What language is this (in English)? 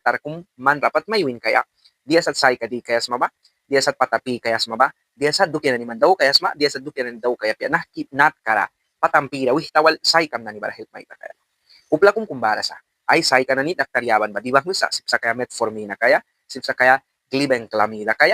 Mískito